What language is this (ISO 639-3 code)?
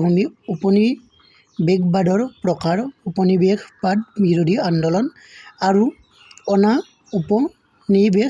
asm